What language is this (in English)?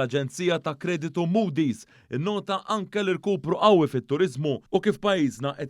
Maltese